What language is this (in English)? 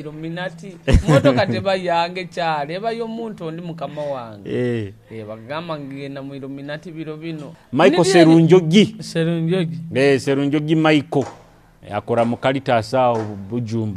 Nyoro